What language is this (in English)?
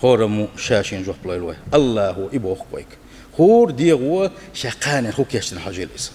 Chechen